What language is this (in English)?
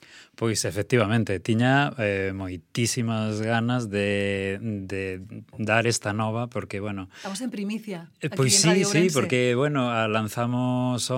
Galician